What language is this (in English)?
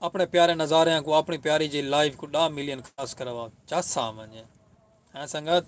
Saraiki